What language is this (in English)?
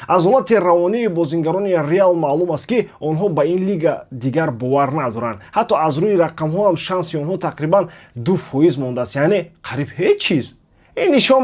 Tajik